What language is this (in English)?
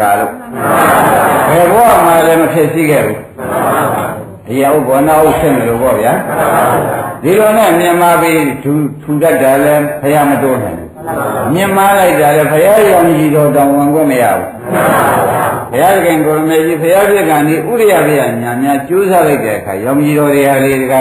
Burmese